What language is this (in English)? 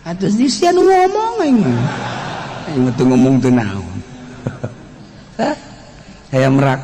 Sundanese